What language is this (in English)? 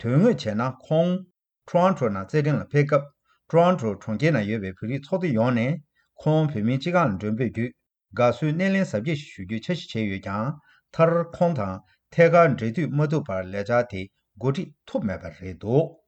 Tibetan